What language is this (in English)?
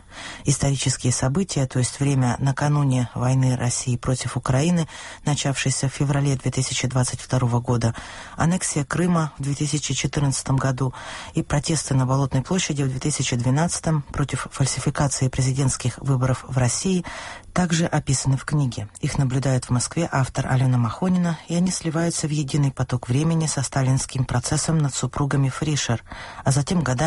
Russian